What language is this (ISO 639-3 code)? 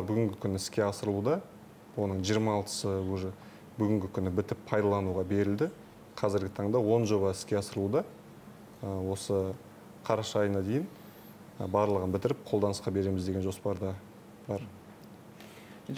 kaz